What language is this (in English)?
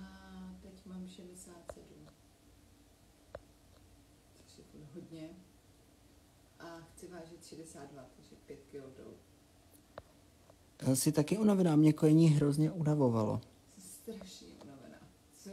Czech